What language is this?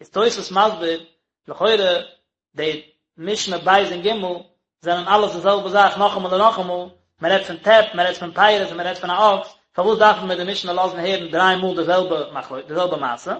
Yiddish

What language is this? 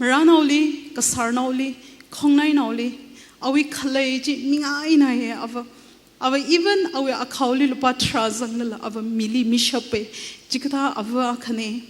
Tangkhul Naga (India)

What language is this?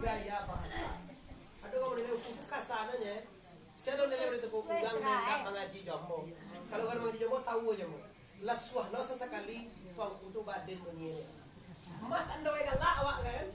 Minangkabau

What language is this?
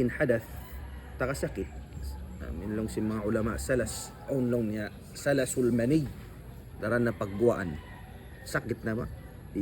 Tausug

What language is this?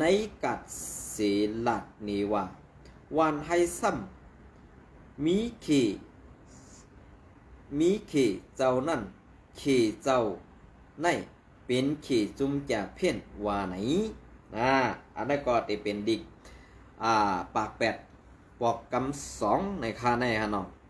Shan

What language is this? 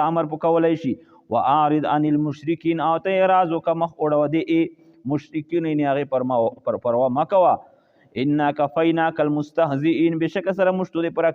Pashto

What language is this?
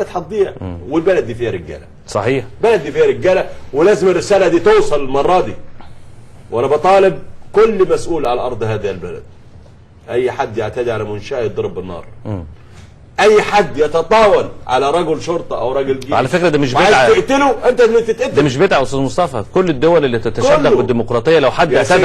Egyptian Arabic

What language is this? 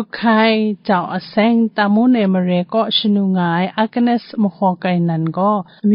Kachin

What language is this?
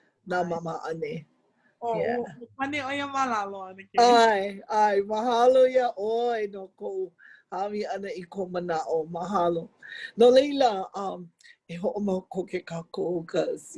Hawaiian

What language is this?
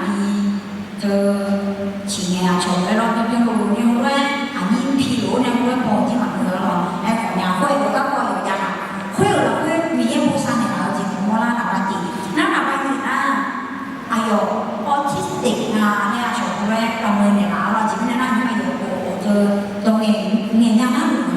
Akha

